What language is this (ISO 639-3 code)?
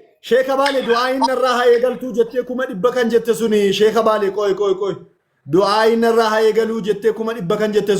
orm